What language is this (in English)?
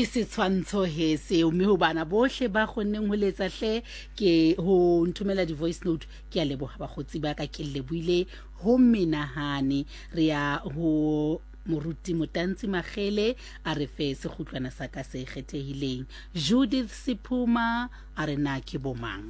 Southern Sotho